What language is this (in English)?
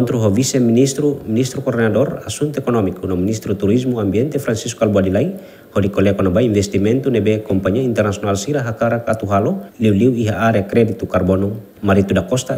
Tetum